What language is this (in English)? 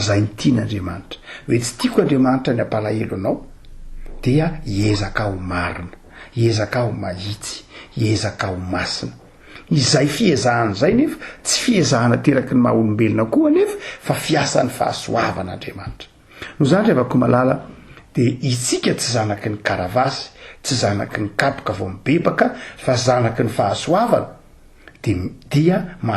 Malagasy